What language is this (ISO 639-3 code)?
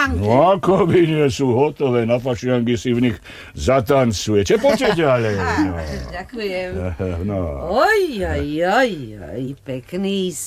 slk